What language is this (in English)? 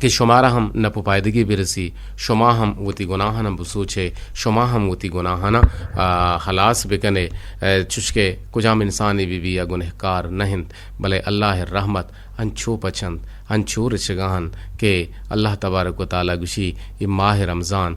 Eastern Balochi